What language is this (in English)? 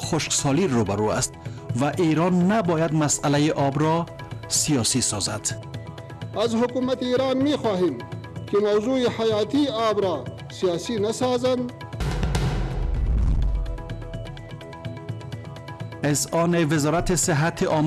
Persian